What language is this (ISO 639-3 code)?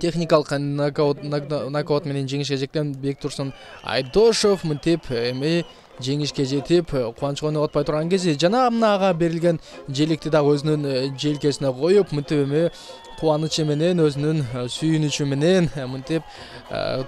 kir